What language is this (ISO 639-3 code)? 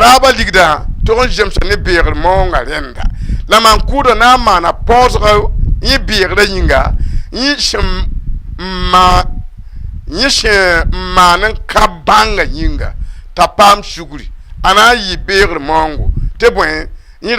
mos